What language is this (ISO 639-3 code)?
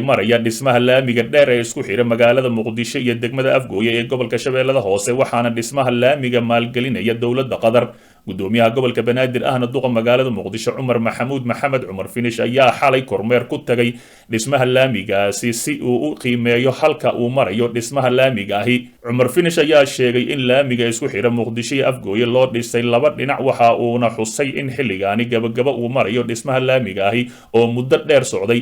som